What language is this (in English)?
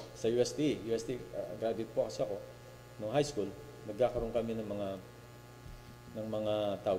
Filipino